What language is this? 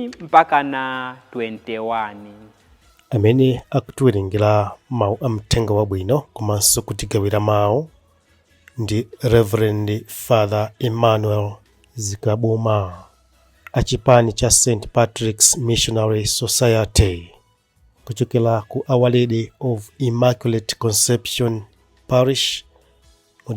Nyanja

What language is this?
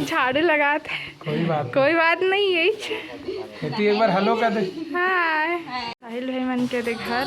Chhattisgarhi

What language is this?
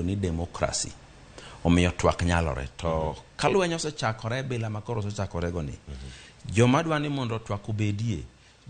Luo (Kenya and Tanzania)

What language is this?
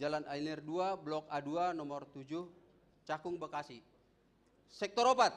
Batak Simalungun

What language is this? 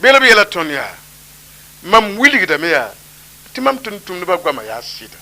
Mossi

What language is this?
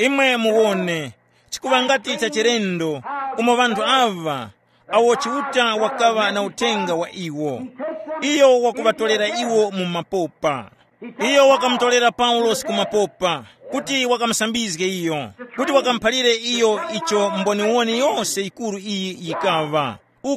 Tumbuka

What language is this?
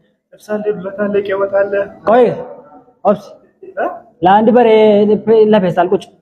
Amharic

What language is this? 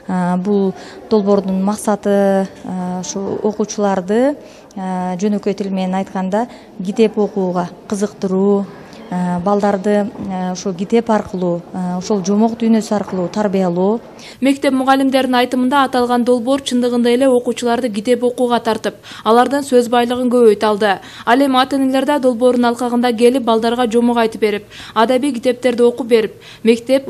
Kyrgyz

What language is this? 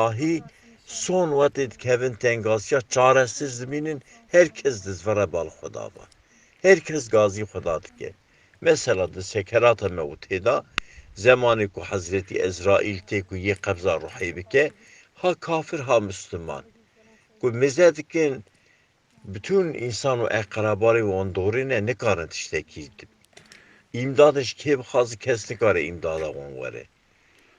Kurdish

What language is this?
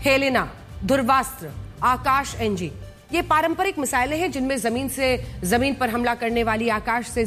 Hindi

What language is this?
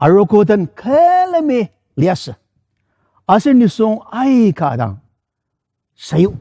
Ao Naga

